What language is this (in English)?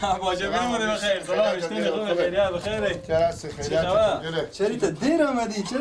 Persian